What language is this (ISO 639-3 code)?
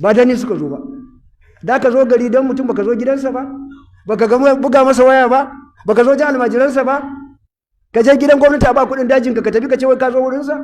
hau